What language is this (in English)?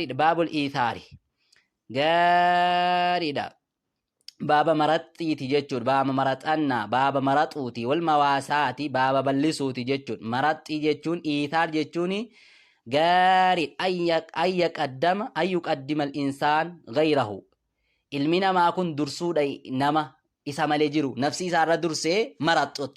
Oromo